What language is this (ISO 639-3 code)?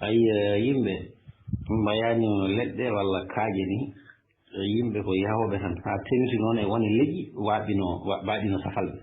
ful